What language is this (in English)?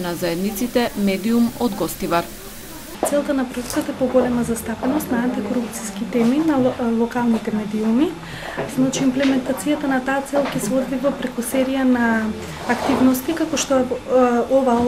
Macedonian